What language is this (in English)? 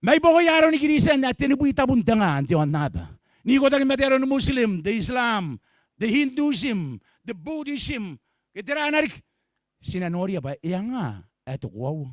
Gilbertese